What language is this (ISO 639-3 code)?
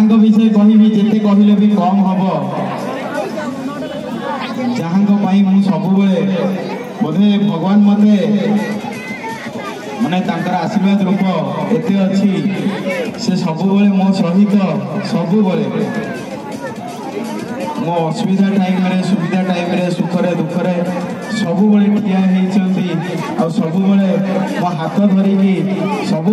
ori